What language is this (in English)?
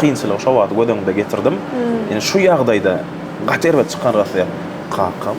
Turkmen